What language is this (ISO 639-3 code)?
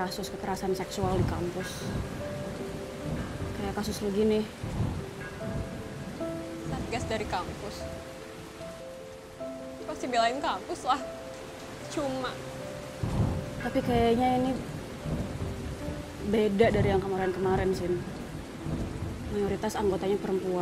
ind